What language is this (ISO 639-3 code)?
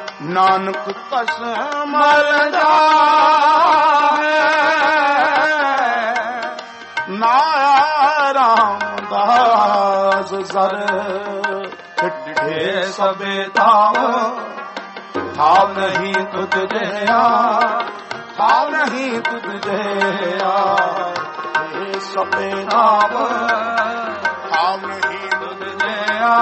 pan